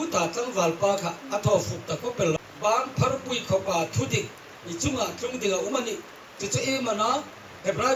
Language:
Hmar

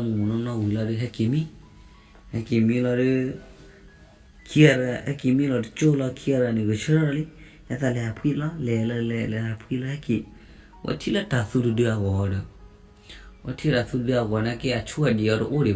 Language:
S'gaw Karen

